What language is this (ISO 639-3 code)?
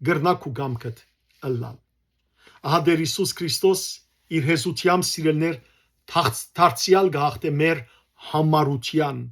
hyw